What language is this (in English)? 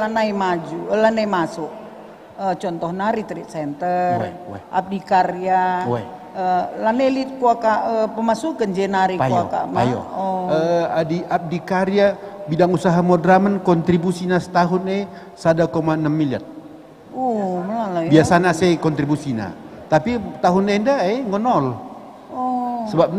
Batak Karo